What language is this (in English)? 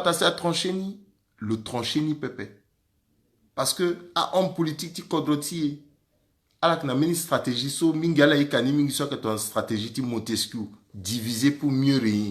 Sango